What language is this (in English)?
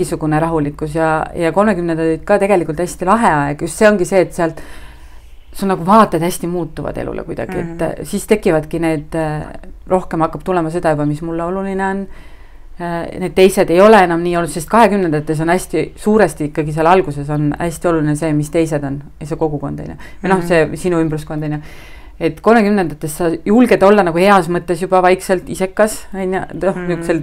Estonian